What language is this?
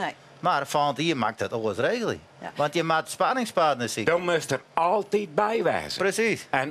Western Frisian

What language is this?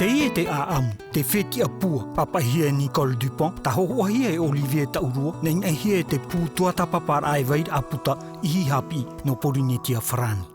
Tahitian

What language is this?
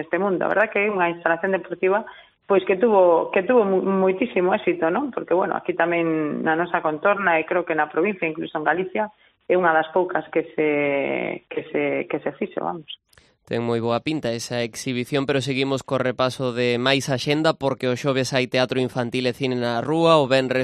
Galician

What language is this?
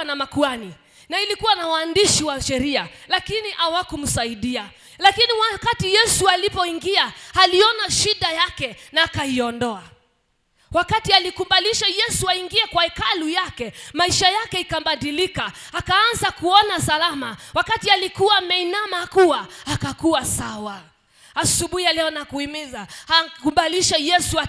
Swahili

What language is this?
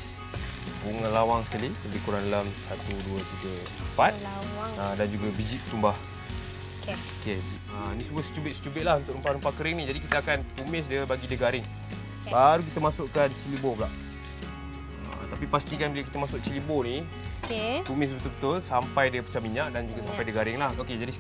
Malay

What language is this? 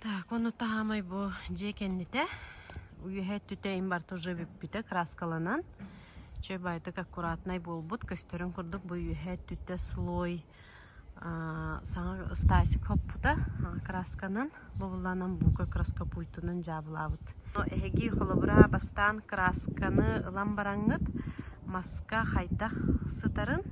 Yakut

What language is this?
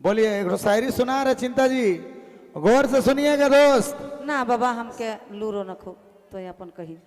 Sadri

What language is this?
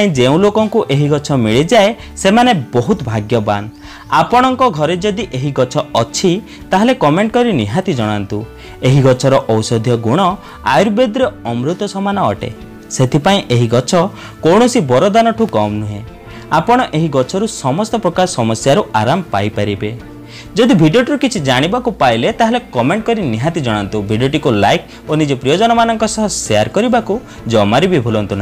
Odia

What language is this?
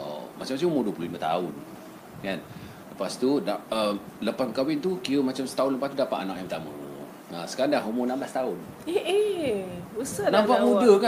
Malay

